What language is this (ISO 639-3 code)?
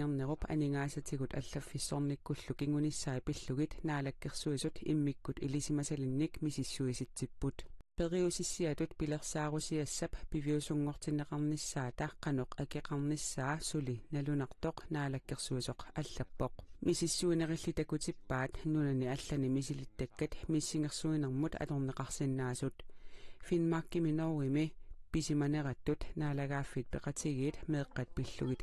kal